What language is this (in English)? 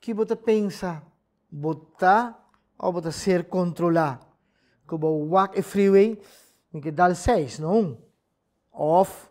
Papiamento